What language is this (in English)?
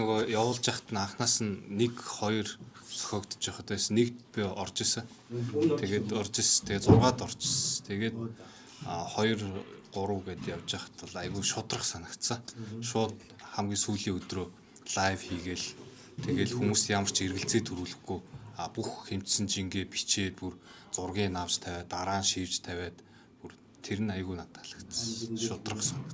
Mongolian